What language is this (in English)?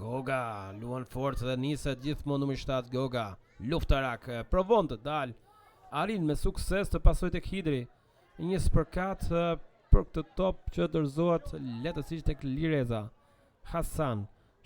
Albanian